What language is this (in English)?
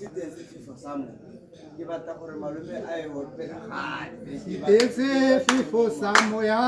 Tswana